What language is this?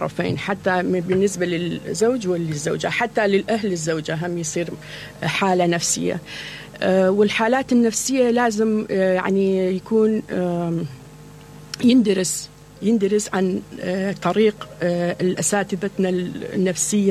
Mesopotamian Arabic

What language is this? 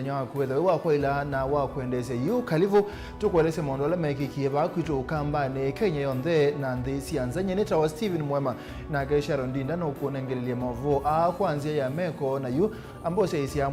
Kamba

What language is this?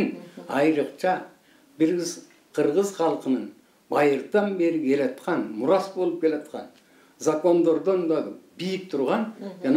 Kyrgyz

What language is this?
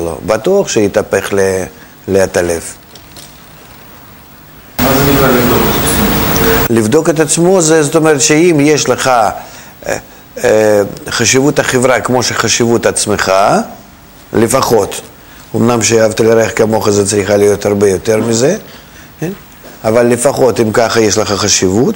Hebrew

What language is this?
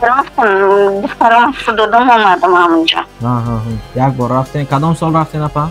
Tajik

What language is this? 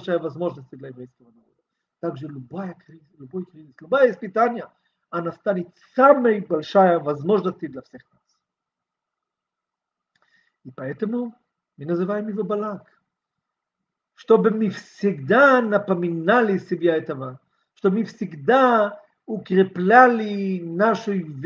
Russian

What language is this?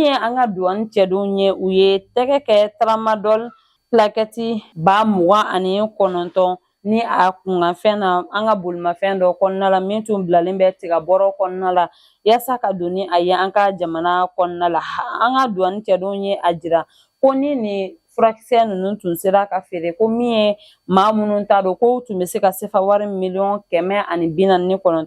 Bambara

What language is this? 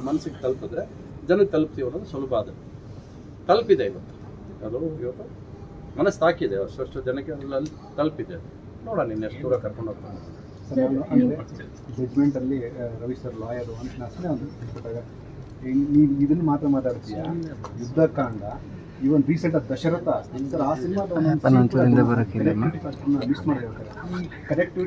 Kannada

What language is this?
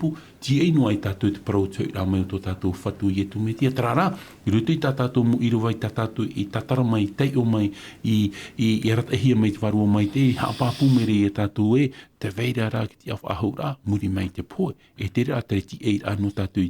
Tahitian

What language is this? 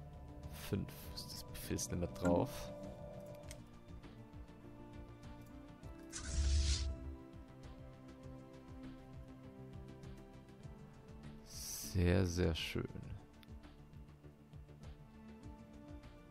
German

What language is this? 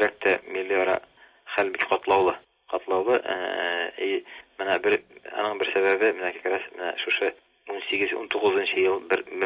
Tatar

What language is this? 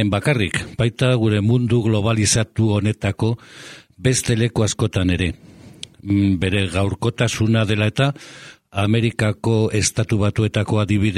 Basque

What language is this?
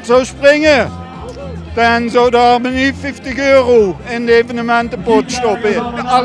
Limburgish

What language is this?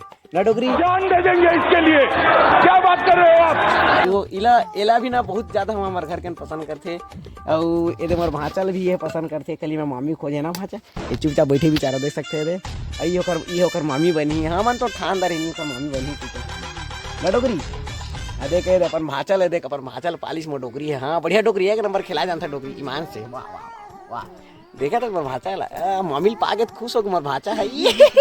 Chhattisgarhi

